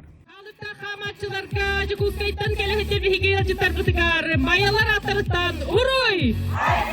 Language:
Yakut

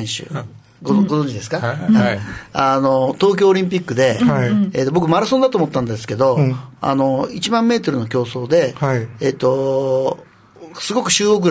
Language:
Japanese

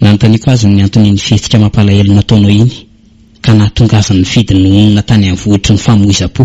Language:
Malagasy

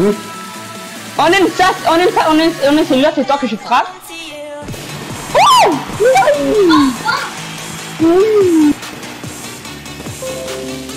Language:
French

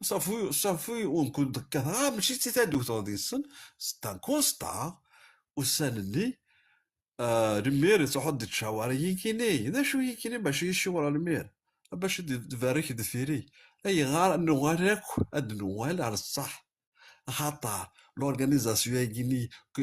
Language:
Kabyle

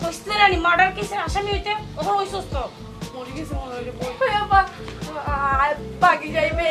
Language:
Sylheti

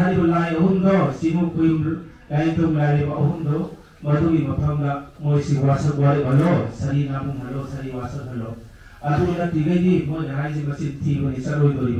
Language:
Manipuri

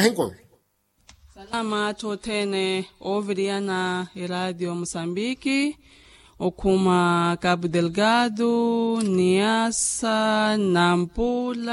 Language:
Makhuwa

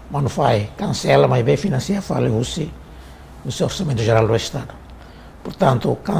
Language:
Tetum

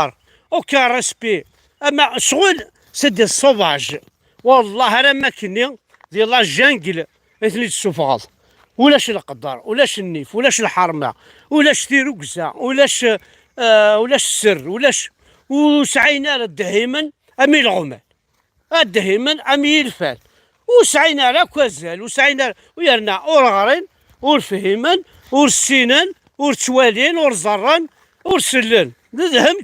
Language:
Kabyle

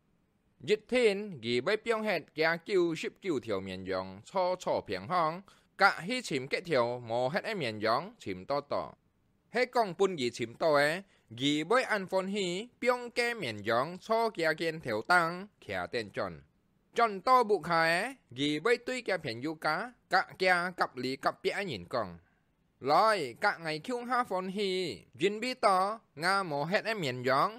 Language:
Hakka Chinese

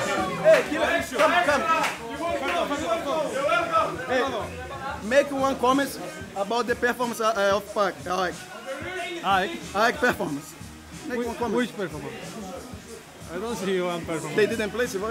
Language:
Greek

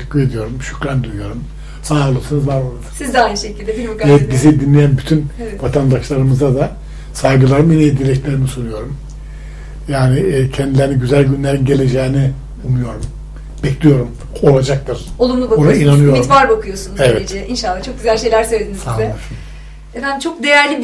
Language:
Turkish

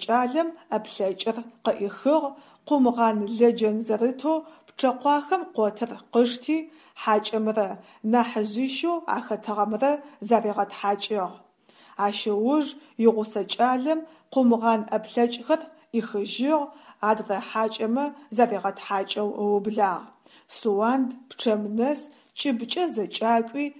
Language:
Adyghe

